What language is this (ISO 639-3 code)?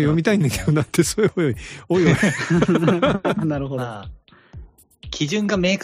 jpn